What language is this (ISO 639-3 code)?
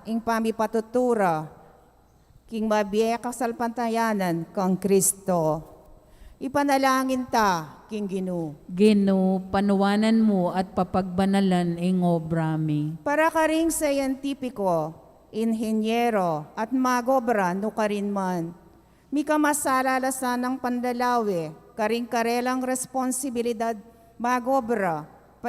pam